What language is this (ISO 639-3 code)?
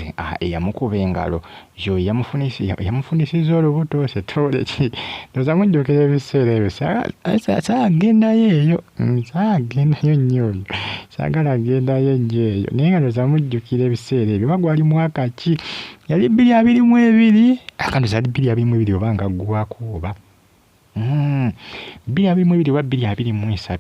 lug